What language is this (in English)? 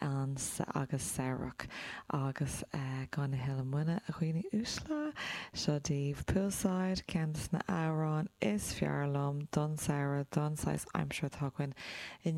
Irish